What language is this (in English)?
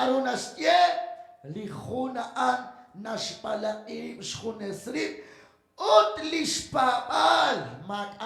Kekchí